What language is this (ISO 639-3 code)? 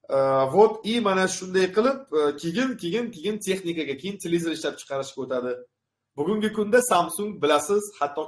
uzb